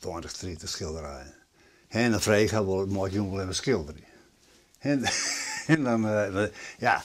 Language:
Western Frisian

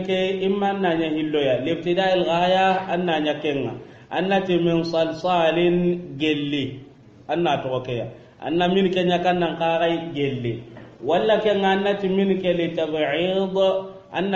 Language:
Soninke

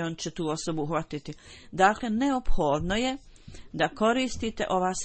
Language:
Bosnian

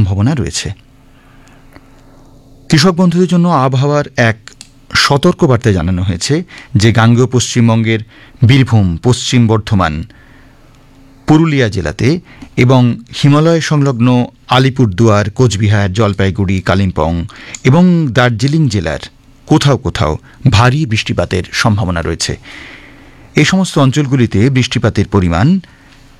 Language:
Bangla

